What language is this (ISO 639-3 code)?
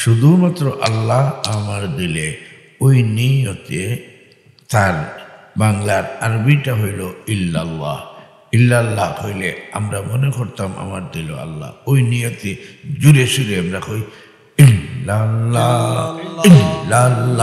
syl